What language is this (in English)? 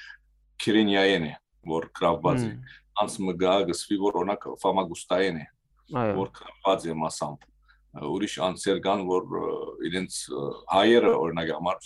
Western Armenian